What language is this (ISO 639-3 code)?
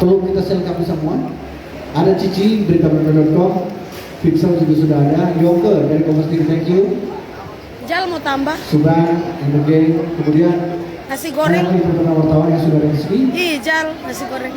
xmm